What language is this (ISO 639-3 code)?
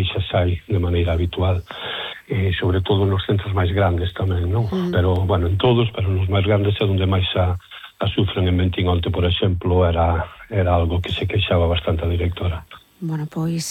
glg